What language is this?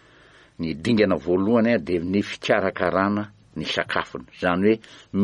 Malagasy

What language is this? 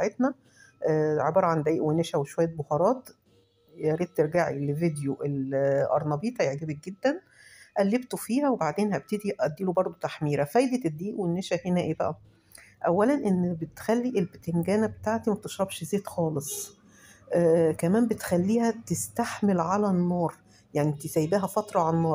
Egyptian Arabic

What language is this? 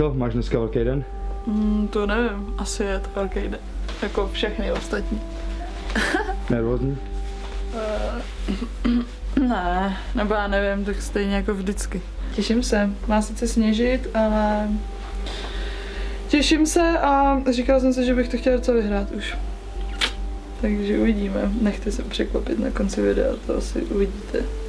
Czech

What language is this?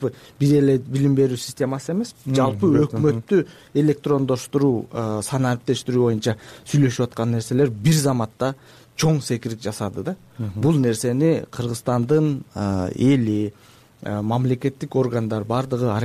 Kyrgyz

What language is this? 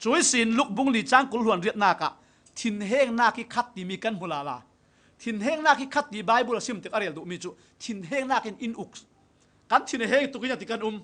Falam Chin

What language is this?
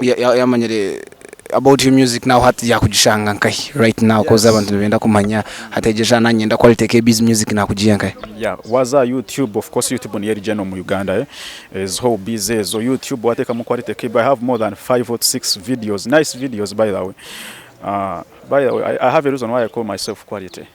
Nyankole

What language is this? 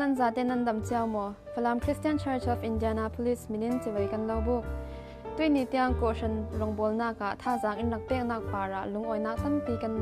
Falam Chin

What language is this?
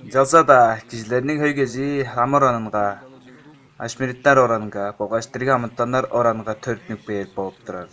Tuvinian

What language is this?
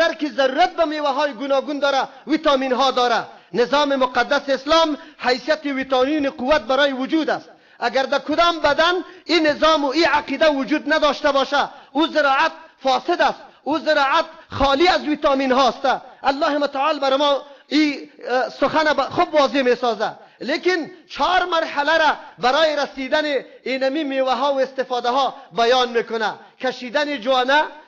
Persian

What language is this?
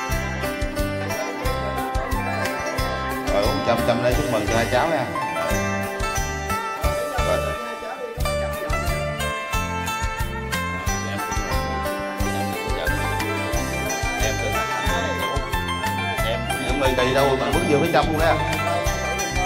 Vietnamese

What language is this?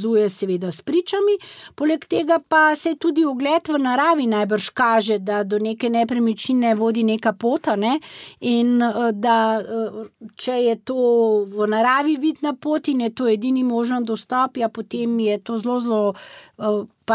Slovenian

